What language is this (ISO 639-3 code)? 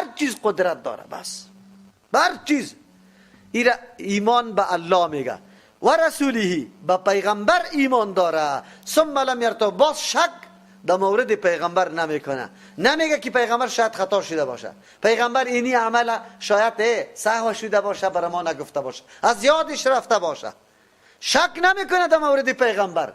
fas